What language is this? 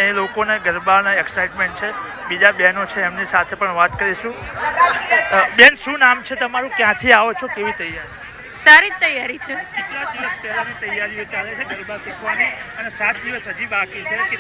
Gujarati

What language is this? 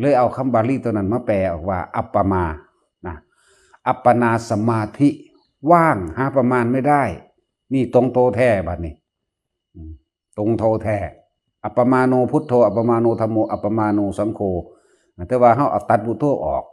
Northeastern Thai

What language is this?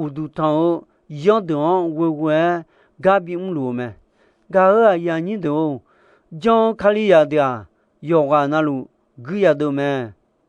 Akha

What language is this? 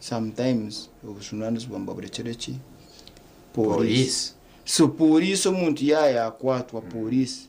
Nyankole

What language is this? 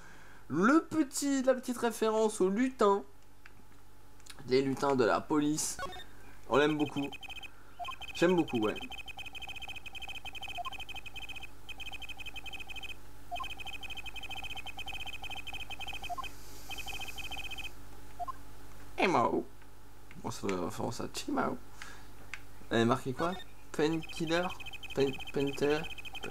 French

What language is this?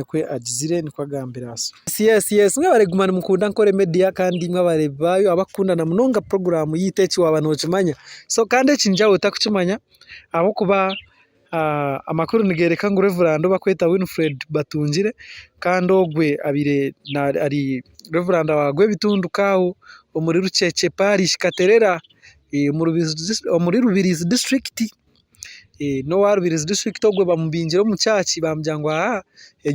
Nyankole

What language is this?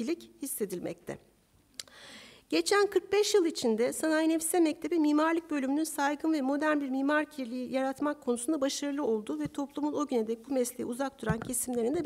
Turkish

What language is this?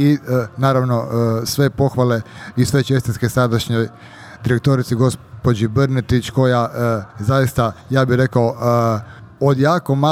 Croatian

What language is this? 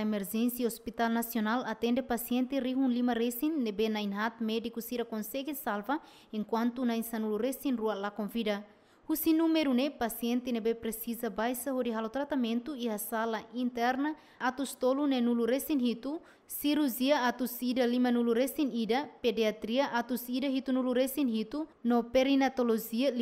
Tetum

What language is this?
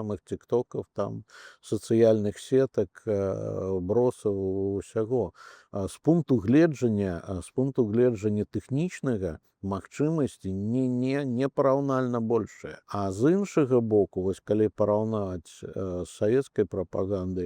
Belarusian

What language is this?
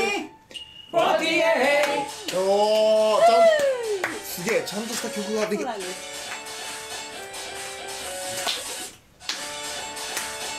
Japanese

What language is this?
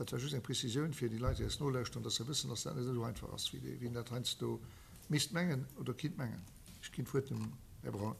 Luxembourgish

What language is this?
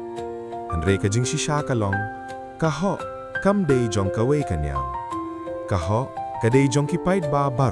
Khasi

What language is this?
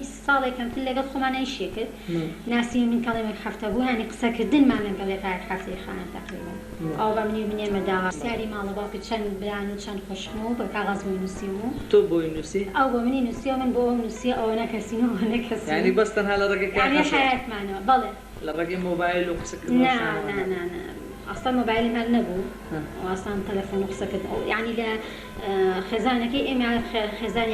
Central Kurdish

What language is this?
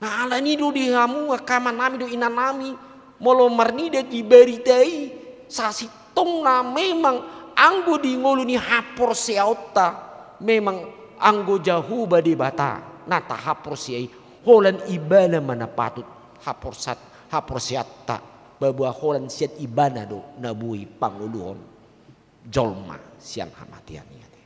Batak Toba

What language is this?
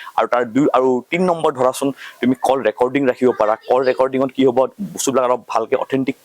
Assamese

